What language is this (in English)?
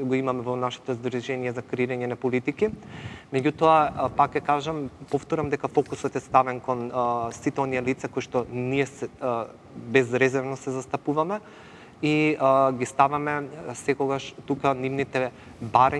Macedonian